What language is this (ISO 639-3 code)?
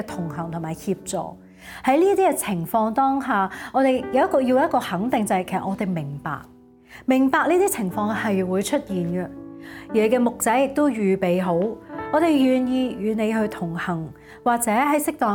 yue